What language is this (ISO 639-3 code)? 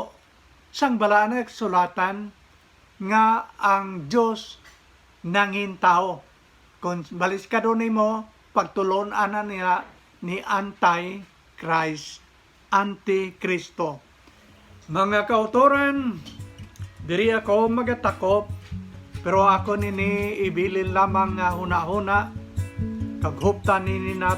hil